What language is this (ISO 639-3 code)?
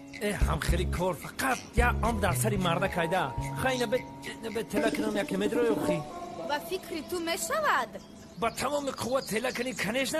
tgk